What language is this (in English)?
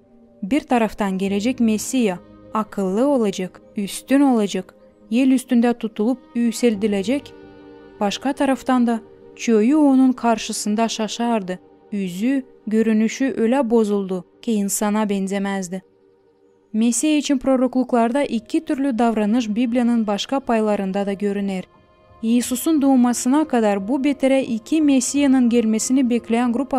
Gagauz